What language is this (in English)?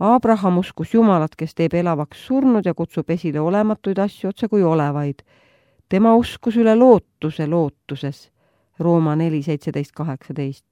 Estonian